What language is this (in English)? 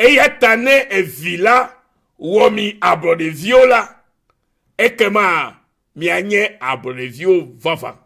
Ewe